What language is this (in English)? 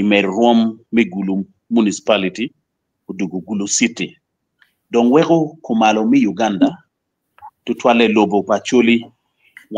Acoli